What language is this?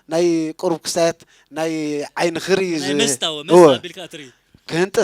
Tigrinya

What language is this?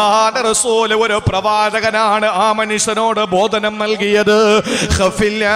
Malayalam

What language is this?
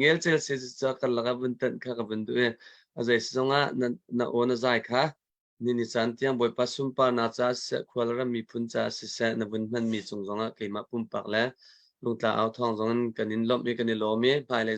Hakha Chin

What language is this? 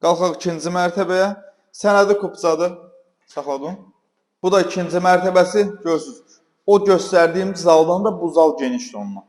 Azerbaijani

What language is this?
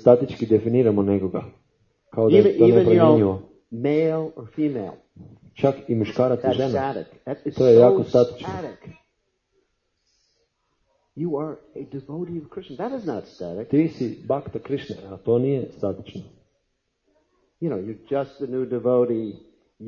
Croatian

